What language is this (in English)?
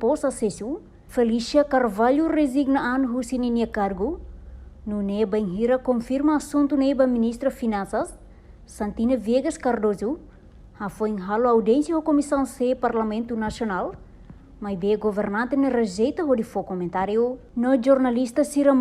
Tetum